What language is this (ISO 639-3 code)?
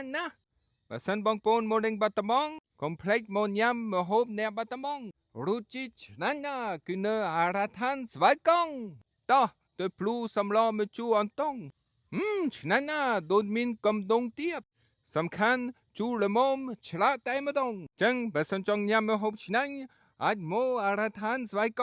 khm